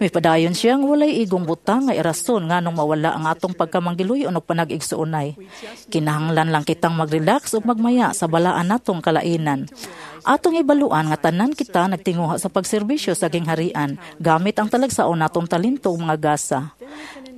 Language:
Cebuano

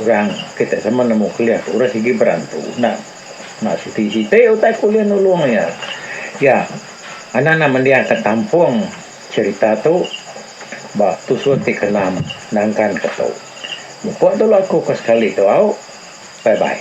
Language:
Iban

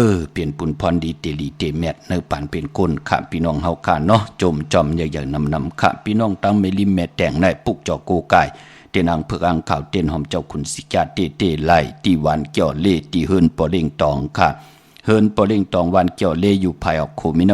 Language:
Shan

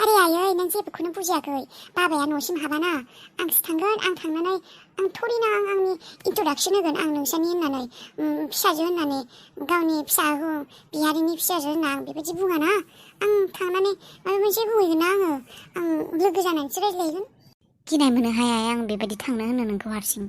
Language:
Bodo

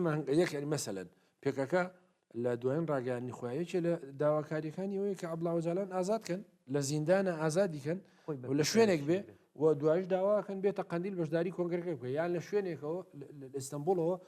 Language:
Central Kurdish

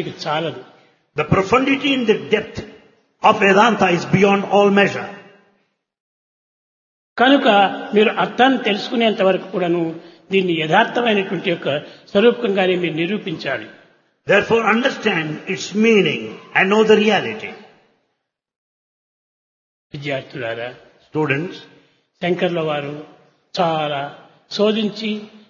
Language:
Telugu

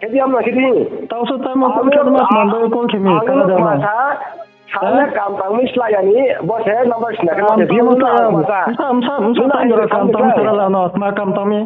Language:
Riang (India)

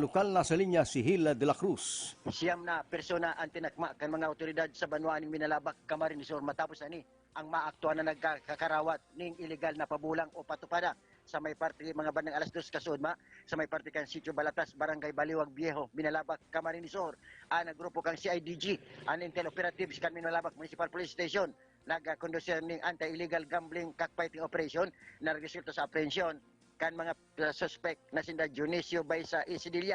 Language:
Bikol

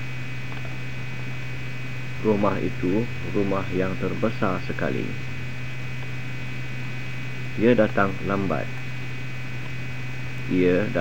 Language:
Malay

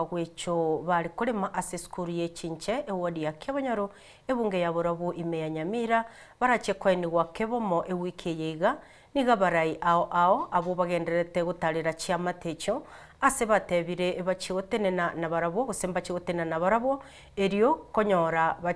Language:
Gusii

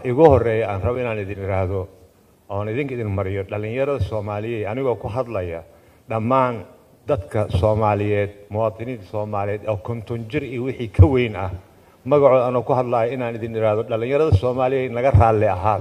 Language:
Somali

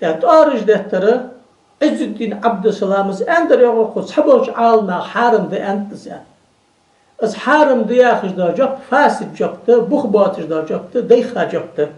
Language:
Ingush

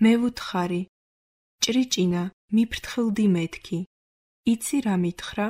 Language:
Georgian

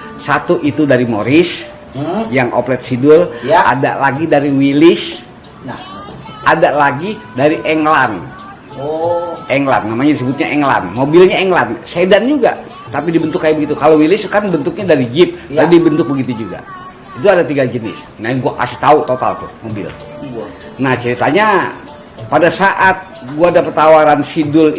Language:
Betawi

